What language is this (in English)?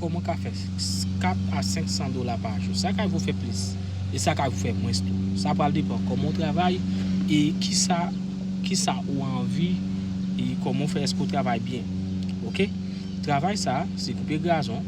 Haitian Creole